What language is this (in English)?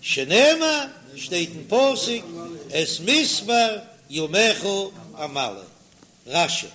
Yiddish